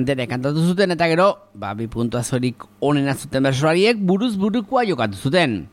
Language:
Basque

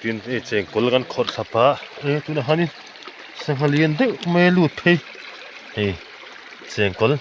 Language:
Mizo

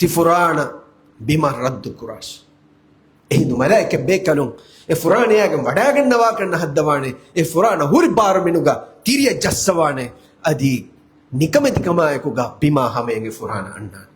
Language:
Divehi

